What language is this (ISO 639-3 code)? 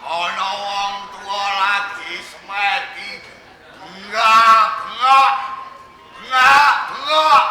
jav